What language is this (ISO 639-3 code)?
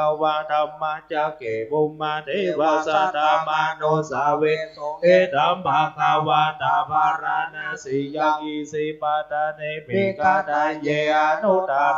pli